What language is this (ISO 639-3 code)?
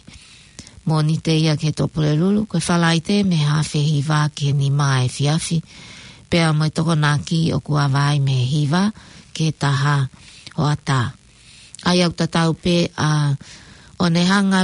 ton